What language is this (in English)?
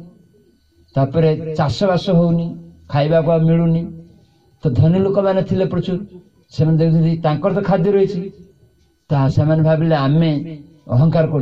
Odia